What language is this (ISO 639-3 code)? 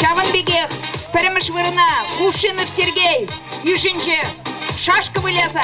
chv